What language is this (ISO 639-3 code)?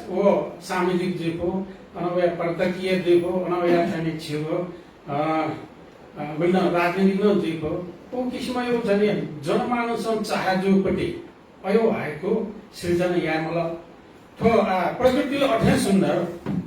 new